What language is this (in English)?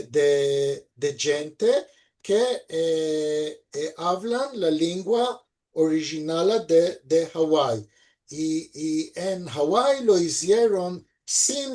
Ladino